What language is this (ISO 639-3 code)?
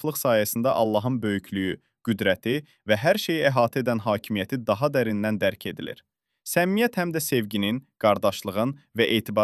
aze